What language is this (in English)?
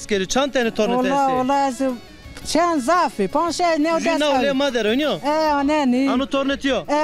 Zaza